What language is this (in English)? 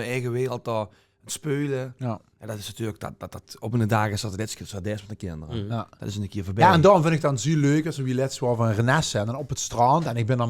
Limburgish